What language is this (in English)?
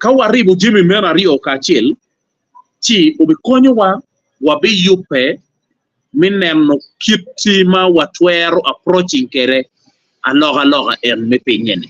Acoli